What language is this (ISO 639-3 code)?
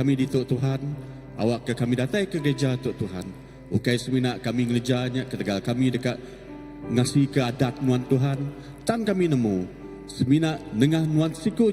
iba